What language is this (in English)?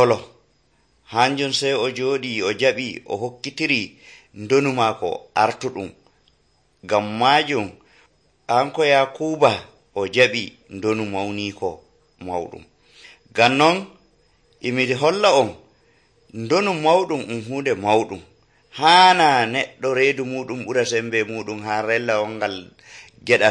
Nigerian Fulfulde